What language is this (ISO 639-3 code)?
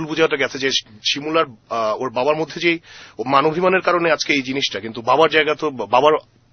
ben